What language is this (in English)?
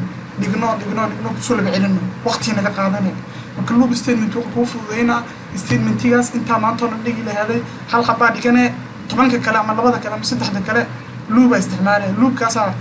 Somali